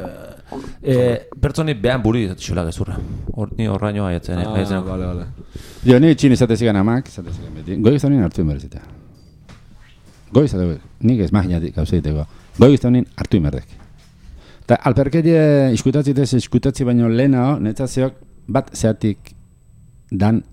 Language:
Basque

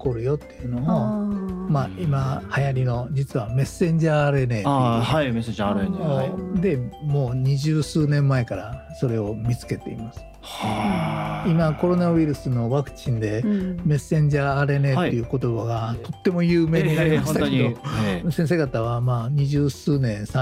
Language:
Japanese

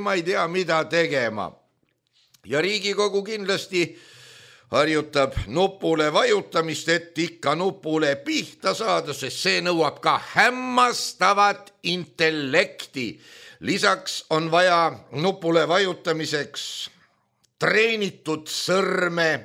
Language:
Estonian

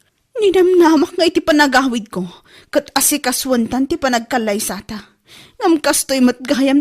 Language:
Iloko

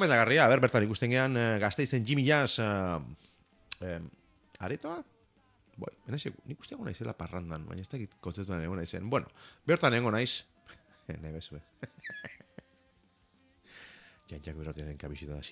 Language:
Basque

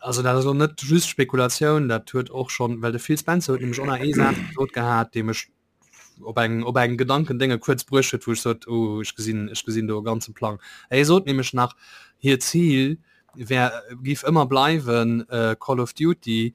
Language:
Luxembourgish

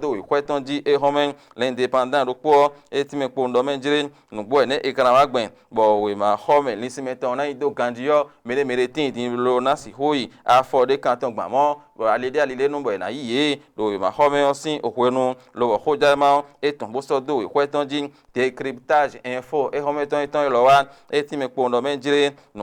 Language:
Fon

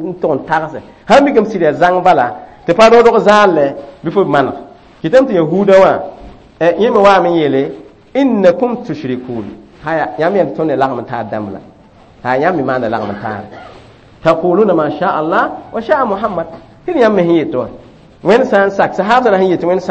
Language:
Mossi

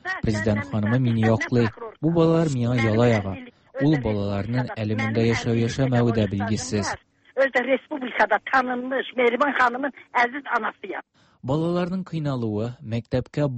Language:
Tatar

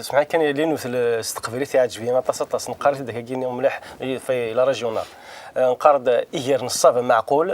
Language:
Kabyle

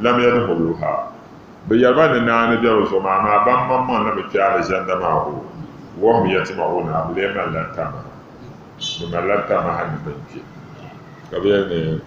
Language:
Dagbani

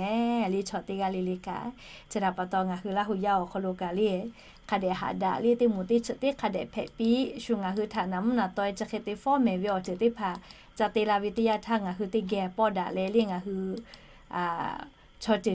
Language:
Lahu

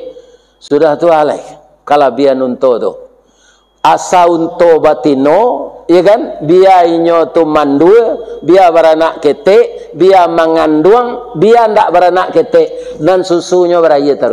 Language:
Minangkabau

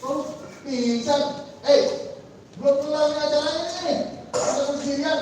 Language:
Betawi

